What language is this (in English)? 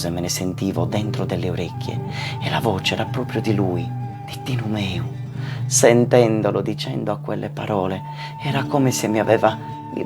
Sardinian